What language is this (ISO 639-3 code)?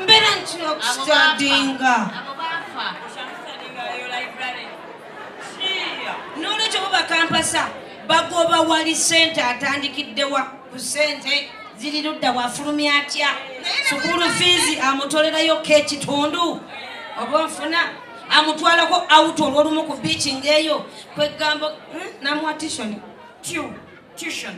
lug